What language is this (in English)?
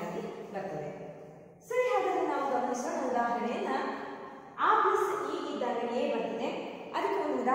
Kannada